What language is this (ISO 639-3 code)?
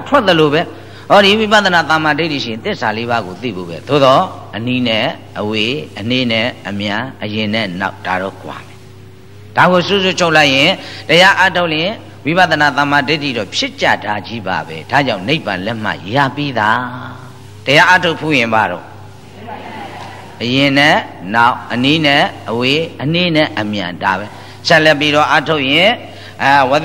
mya